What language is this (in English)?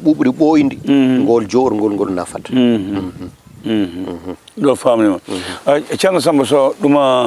Fula